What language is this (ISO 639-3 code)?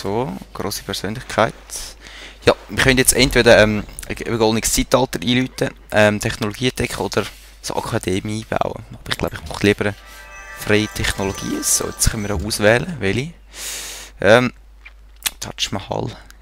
gsw